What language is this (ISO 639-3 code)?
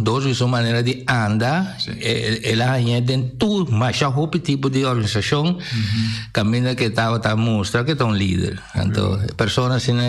pap